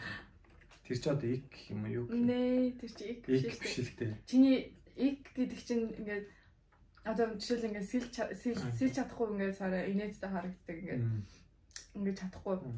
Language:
Mongolian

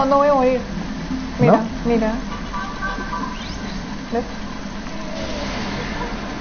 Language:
Spanish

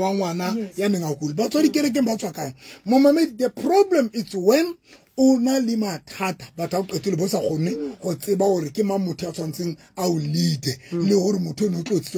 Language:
Southern Sotho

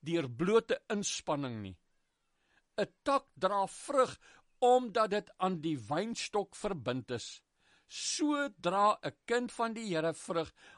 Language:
Afrikaans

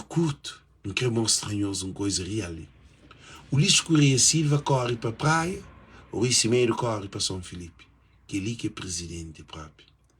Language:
Kabuverdianu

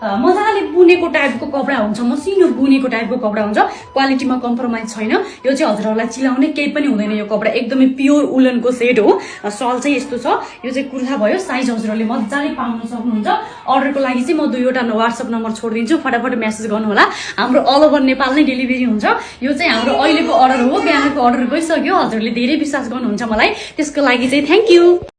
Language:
Nepali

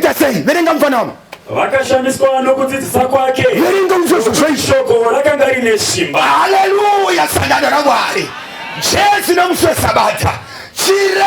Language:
Shona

